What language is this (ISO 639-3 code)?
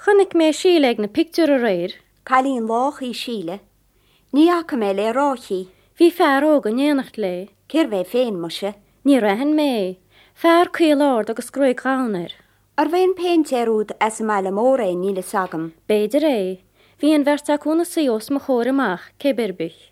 gle